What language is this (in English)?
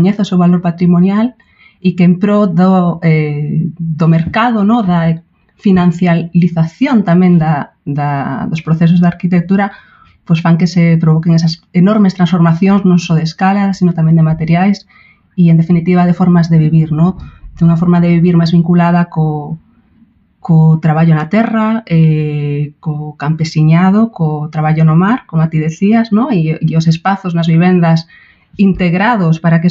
Galician